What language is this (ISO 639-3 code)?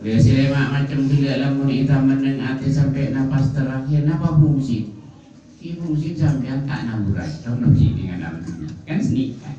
mad